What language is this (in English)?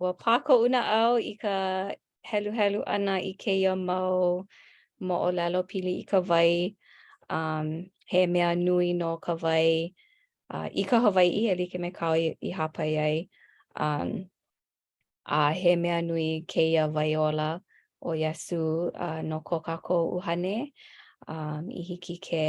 Hawaiian